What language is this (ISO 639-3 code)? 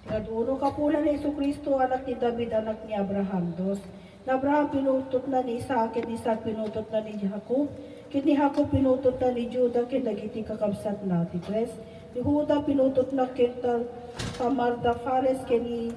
ilo